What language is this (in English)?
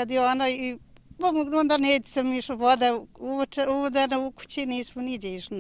Bosnian